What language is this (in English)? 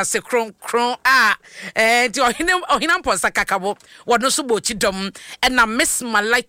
Akan